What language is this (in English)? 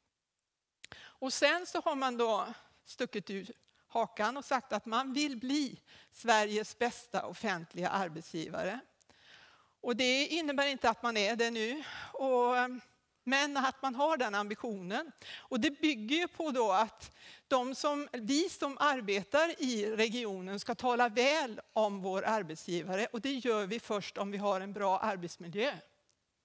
Swedish